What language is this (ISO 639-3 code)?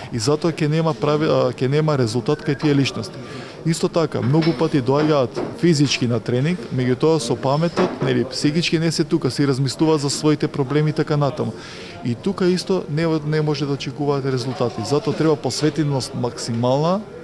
mkd